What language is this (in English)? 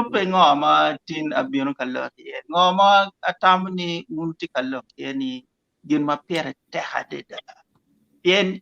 Acoli